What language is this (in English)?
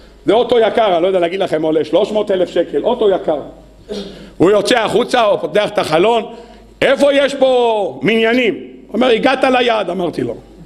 Hebrew